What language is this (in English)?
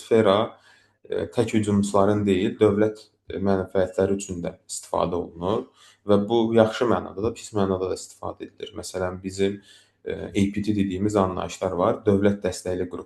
Azerbaijani